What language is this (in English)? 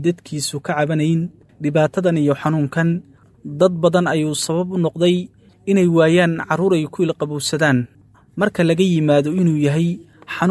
Somali